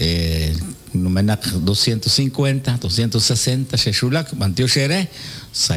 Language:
Kekchí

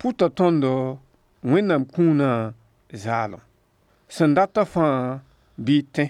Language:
Mossi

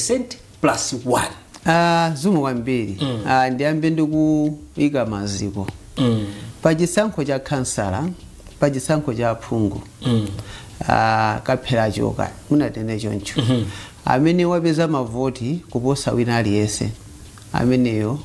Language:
Nyanja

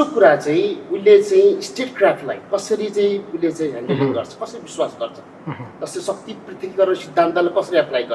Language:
Nepali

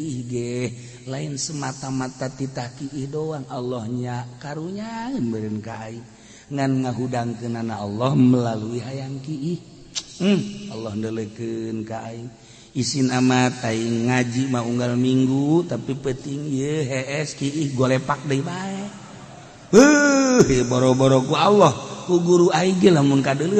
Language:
Sundanese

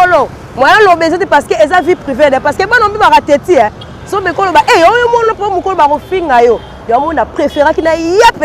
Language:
Lingala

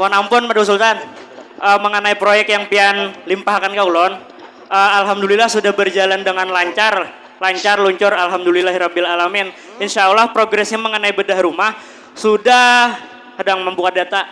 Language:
Banjar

